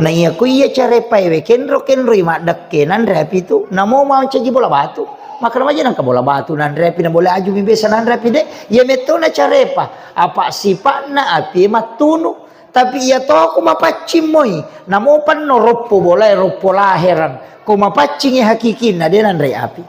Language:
Buginese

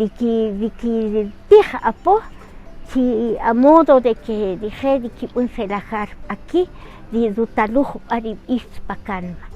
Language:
Kaqchikel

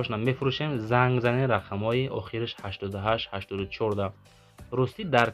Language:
Tajik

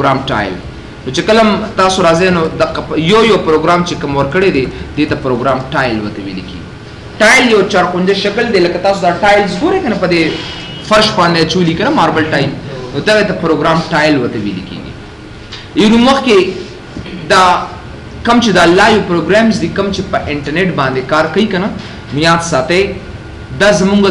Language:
Pashto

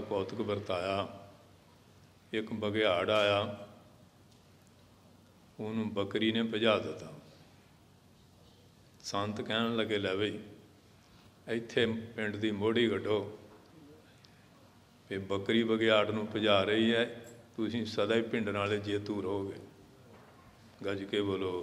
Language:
Punjabi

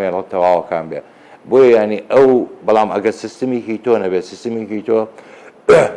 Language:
Central Kurdish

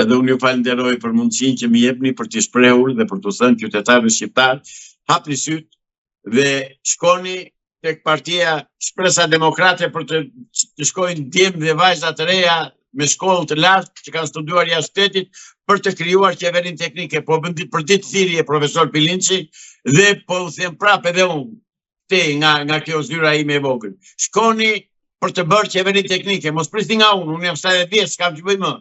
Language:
Albanian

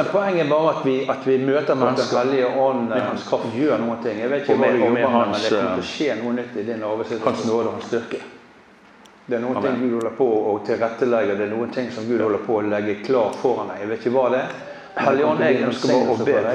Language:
Norwegian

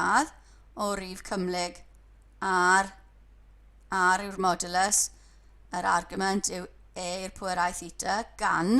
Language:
Welsh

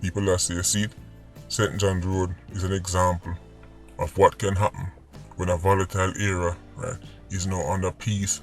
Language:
Jamaican Creole English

